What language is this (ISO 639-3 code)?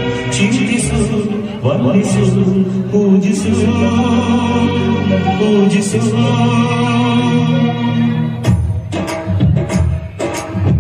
kan